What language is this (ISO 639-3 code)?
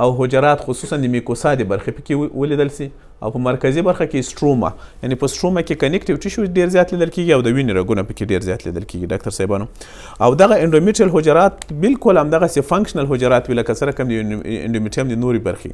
pus